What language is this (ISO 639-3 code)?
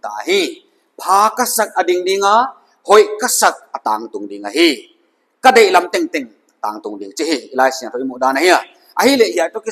pck